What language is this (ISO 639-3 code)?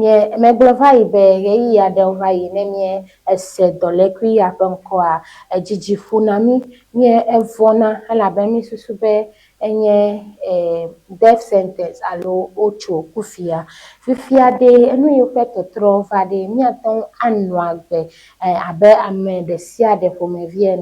ewe